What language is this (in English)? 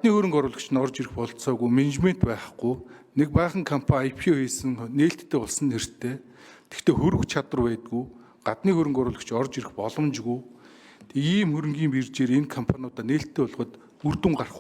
Mongolian